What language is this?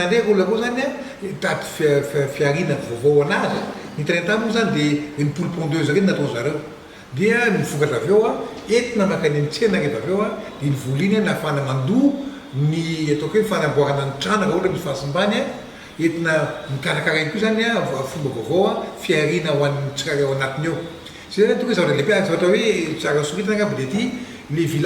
Malagasy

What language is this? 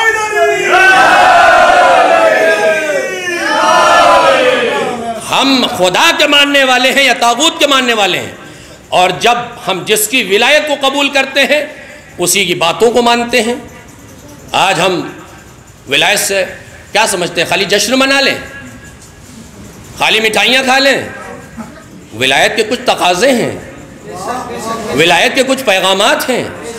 Urdu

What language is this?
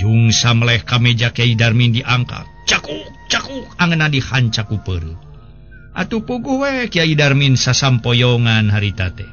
Sundanese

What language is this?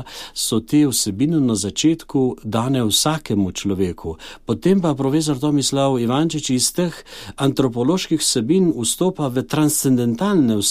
Slovenian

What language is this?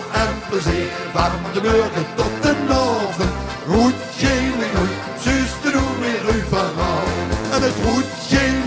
Limburgish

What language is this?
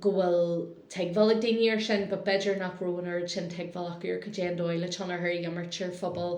Irish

